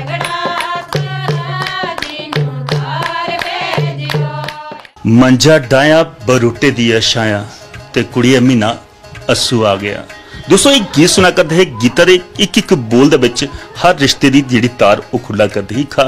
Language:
Dogri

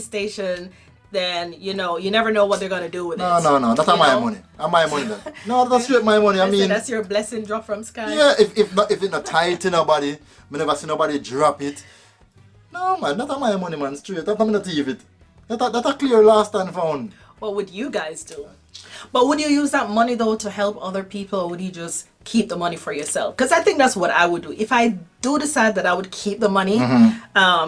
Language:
Jamaican Creole English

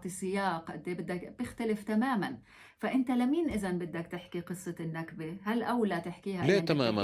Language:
North Levantine Arabic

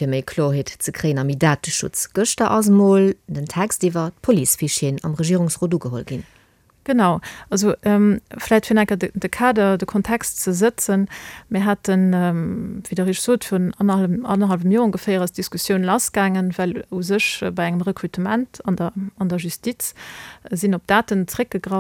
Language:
Luxembourgish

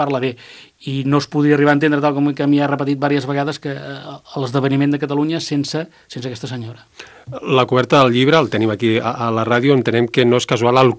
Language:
Catalan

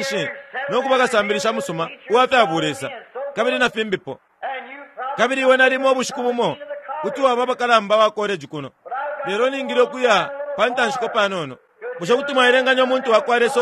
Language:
Bemba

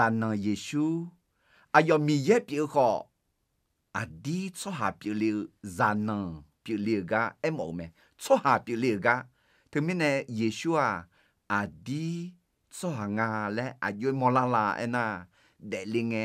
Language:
Akha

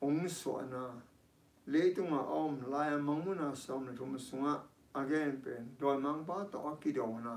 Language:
Tedim Chin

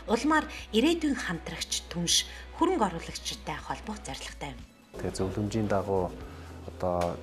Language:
Mongolian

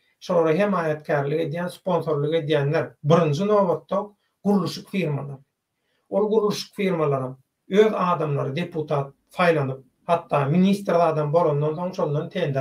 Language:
Turkmen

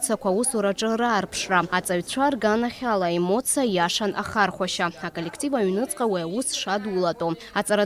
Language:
Abkhazian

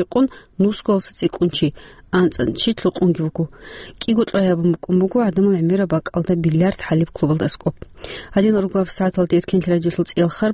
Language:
Avaric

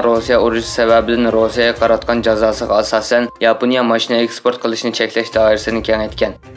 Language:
Uyghur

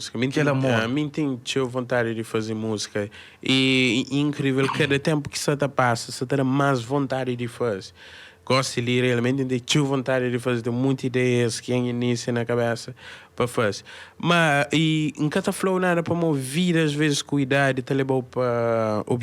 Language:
Kabuverdianu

